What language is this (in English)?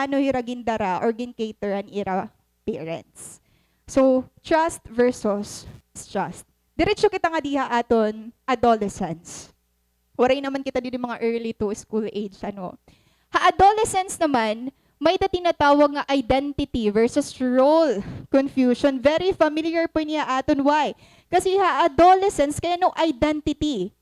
Waray